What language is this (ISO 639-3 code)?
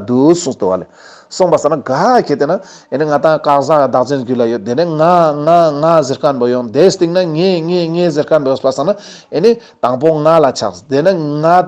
lbj